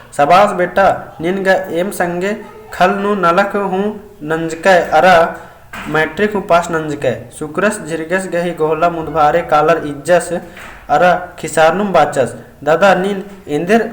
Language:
Kurukh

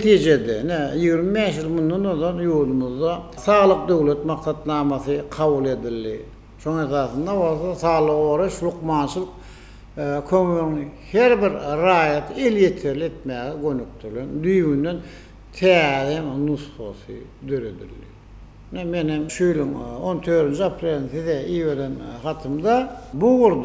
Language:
Turkmen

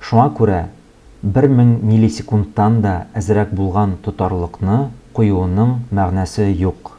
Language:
Tatar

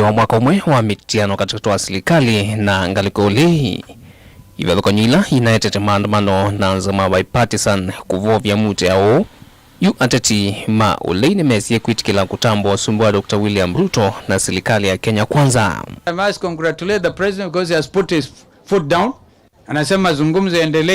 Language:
Kamba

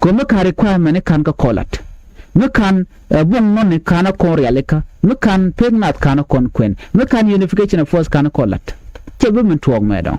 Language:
Nuer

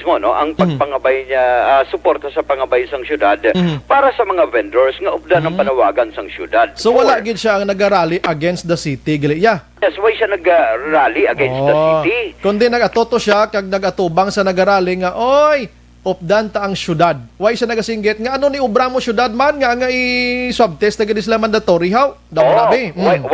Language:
Hiligaynon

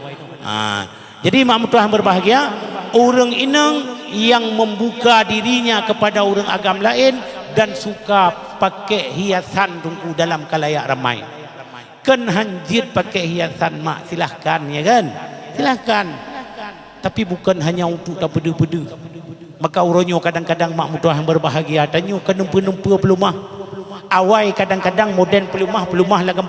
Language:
Achinese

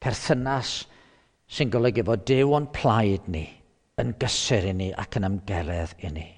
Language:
Welsh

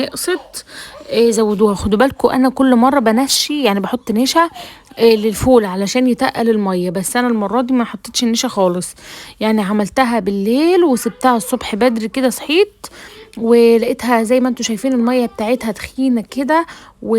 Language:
Egyptian Arabic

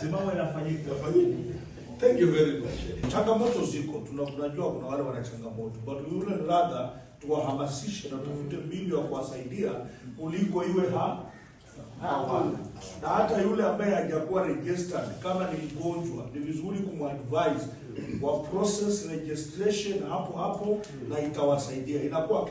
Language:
Swahili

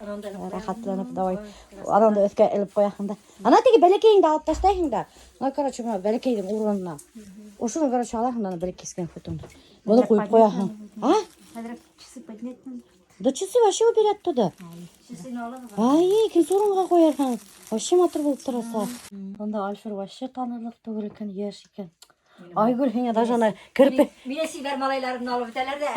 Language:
Bashkir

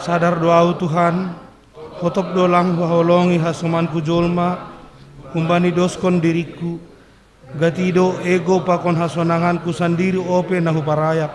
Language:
Batak Simalungun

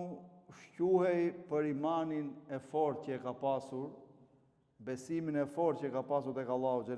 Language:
Albanian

